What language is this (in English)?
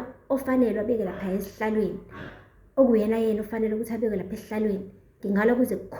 Zulu